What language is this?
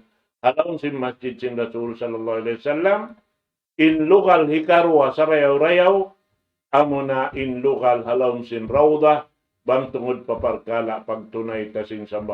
Tausug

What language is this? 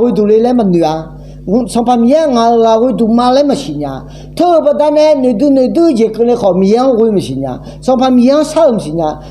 Akha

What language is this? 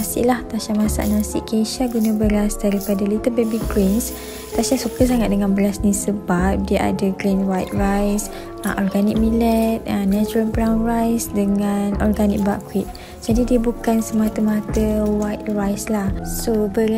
Malay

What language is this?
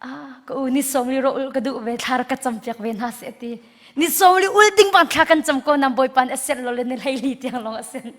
Hakha Chin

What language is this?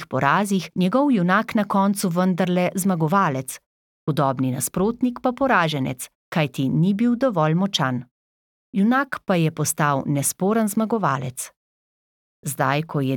Slovenian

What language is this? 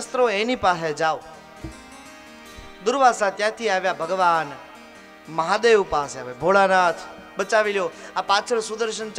Gujarati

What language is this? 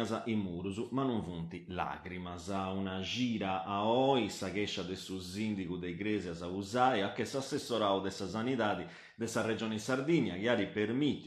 Sardinian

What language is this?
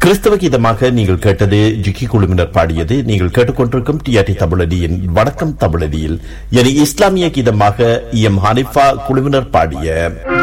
Tamil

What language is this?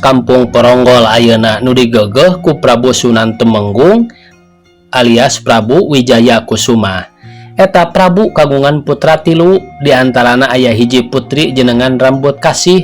Sundanese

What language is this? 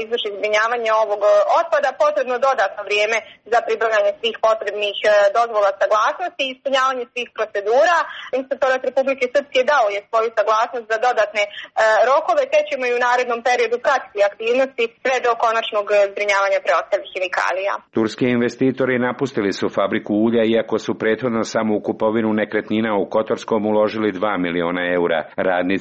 Serbian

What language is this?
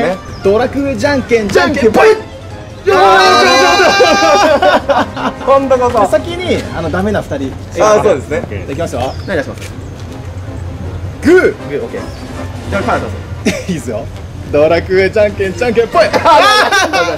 Japanese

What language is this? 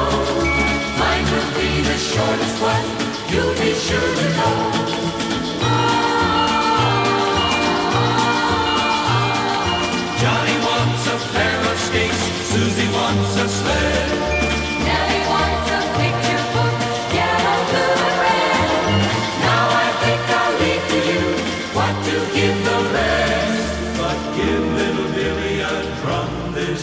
English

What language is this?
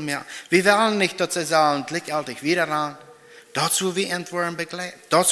Plautdietsch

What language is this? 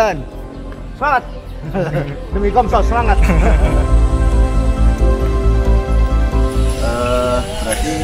Indonesian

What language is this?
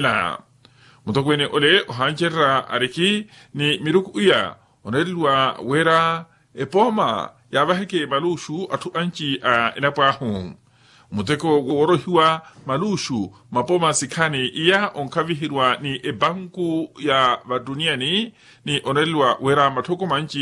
Makhuwa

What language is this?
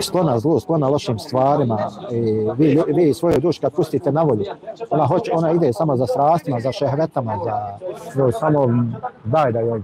Bosnian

